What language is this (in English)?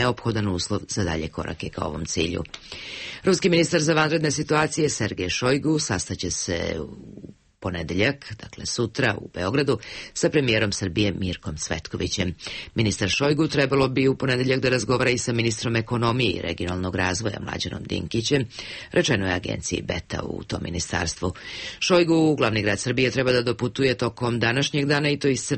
Serbian